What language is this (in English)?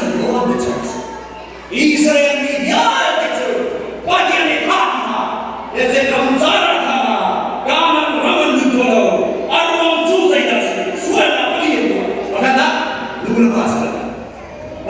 Hakha Chin